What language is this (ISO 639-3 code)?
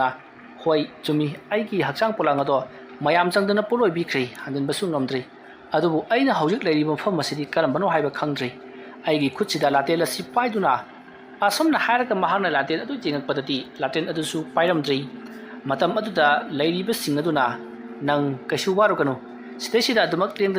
mni